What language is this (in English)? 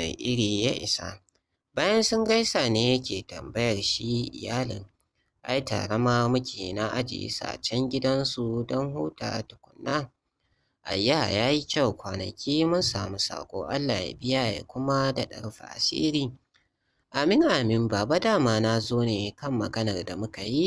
Hausa